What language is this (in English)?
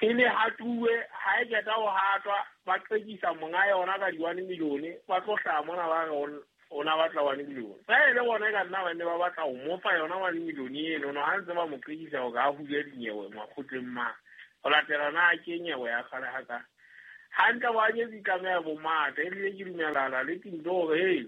Southern Sotho